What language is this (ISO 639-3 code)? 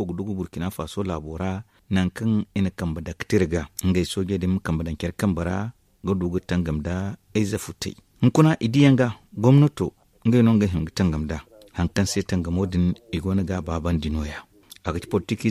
dje